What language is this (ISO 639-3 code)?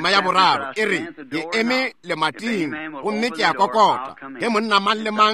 nso